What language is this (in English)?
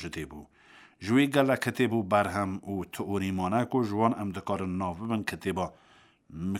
Kurdish